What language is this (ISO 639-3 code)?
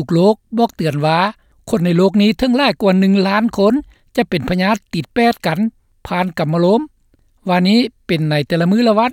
lao